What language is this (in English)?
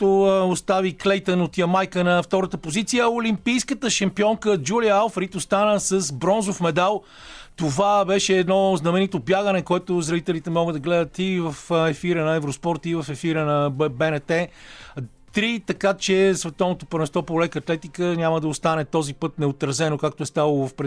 Bulgarian